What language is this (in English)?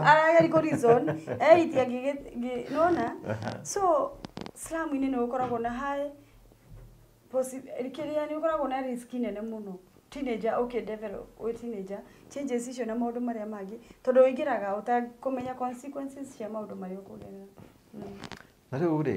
Kikuyu